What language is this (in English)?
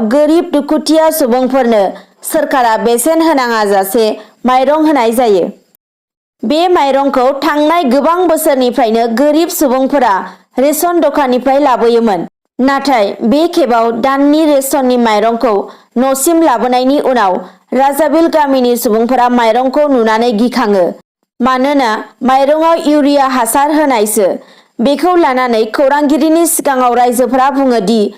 Bodo